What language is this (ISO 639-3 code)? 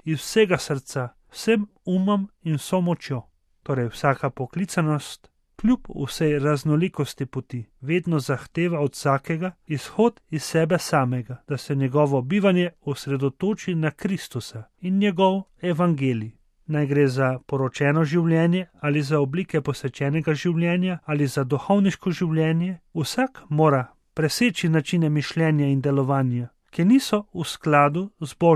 slv